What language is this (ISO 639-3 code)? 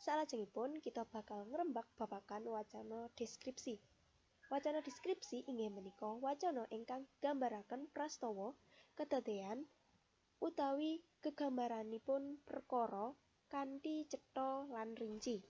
jav